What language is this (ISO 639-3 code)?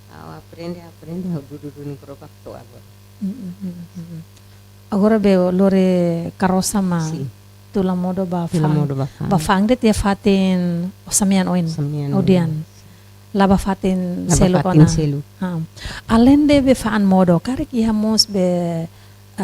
tet